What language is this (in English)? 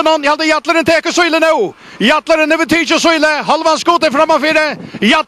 Faroese